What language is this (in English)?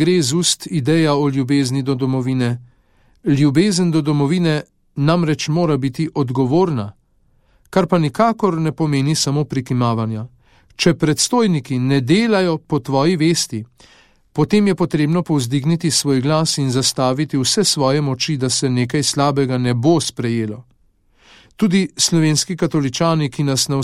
Slovenian